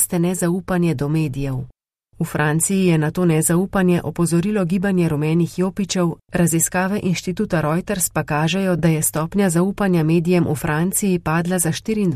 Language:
Slovenian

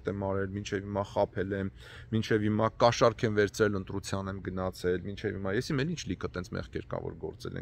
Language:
Armenian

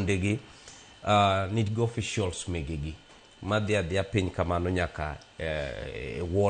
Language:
Luo (Kenya and Tanzania)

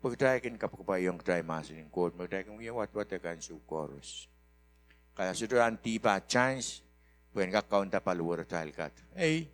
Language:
Pohnpeian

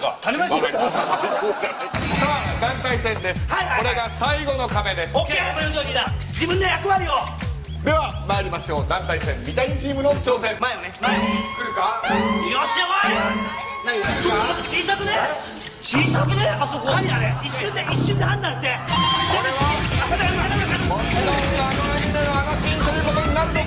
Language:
Japanese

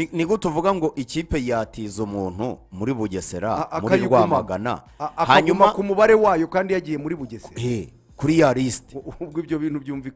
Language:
Kinyarwanda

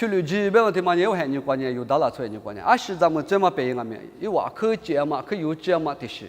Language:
Lisu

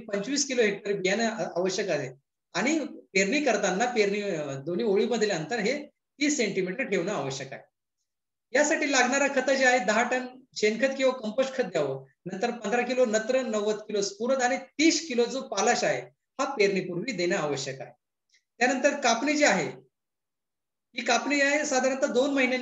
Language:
Marathi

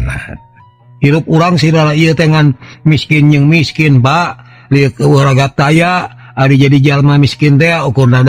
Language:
Sundanese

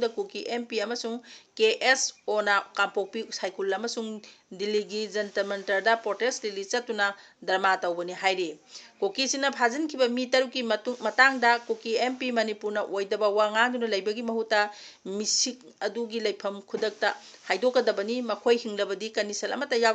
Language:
Manipuri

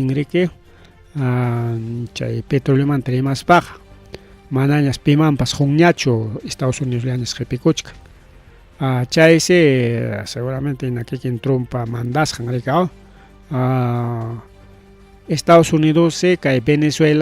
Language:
Ayacucho Quechua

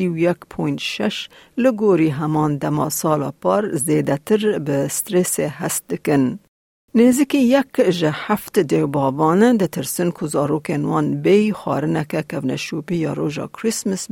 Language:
Kurdish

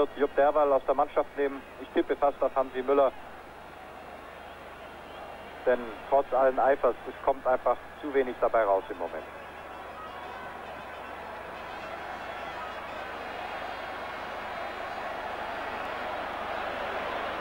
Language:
German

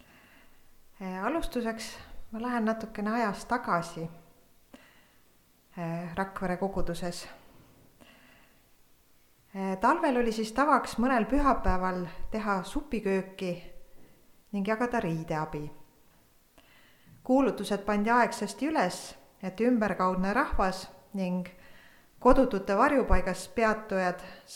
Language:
Estonian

